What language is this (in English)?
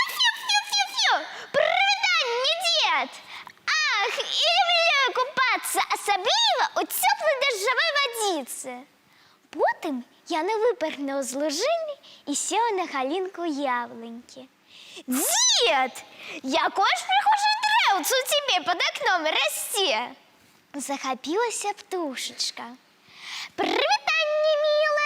Belarusian